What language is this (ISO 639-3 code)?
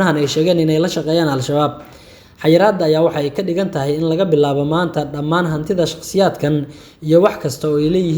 som